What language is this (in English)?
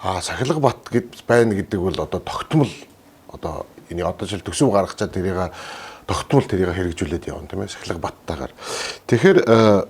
Mongolian